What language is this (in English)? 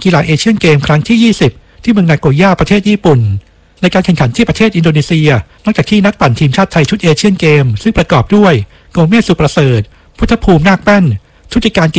Thai